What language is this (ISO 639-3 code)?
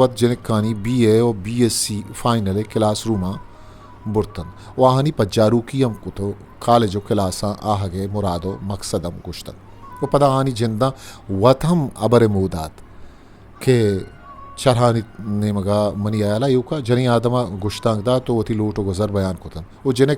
bgp